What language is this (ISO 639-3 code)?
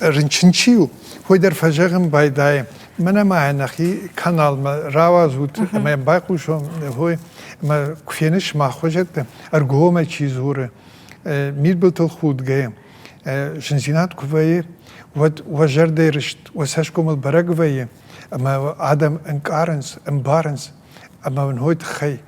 oss